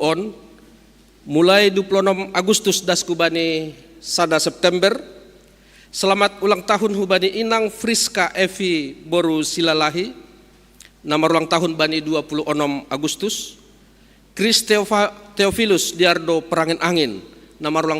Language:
Batak Simalungun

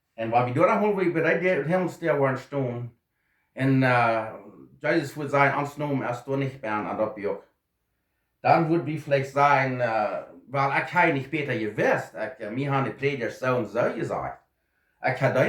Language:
Plautdietsch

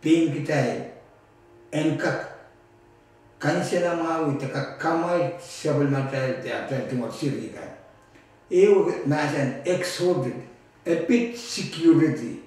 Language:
Pohnpeian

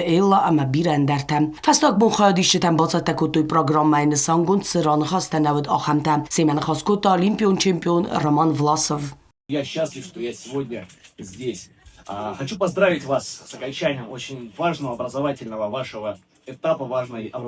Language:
Ossetic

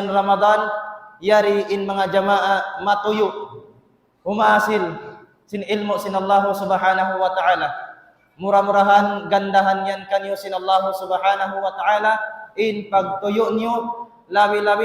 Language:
Tausug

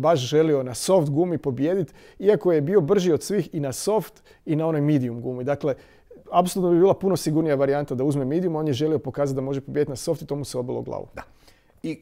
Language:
Croatian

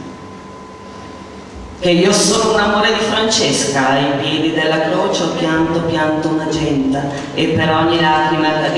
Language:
Italian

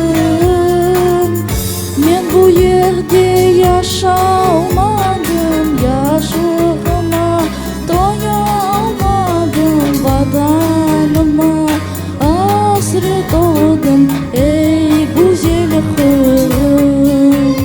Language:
Crimean Tatar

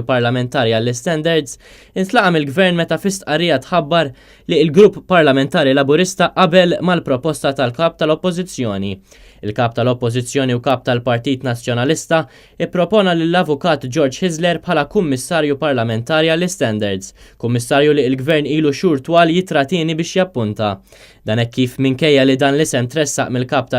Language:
Maltese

